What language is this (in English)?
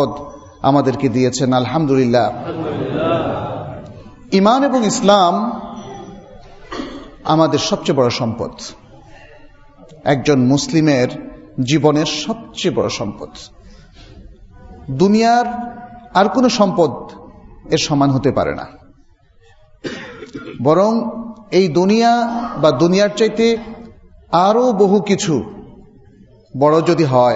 Bangla